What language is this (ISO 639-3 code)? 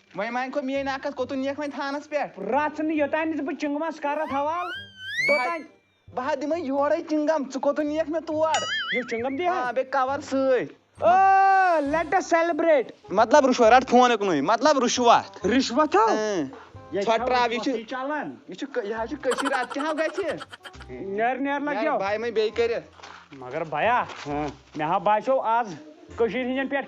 kas